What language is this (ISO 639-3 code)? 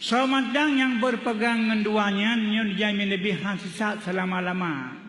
ace